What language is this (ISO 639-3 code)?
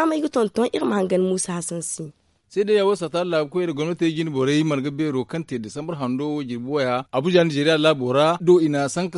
dje